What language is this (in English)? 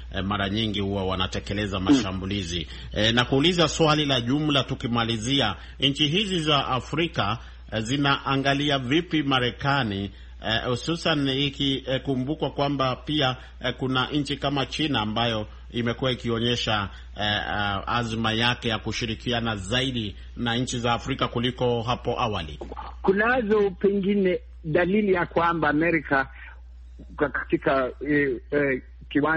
Swahili